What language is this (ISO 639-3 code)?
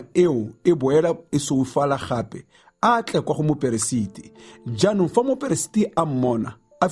tsn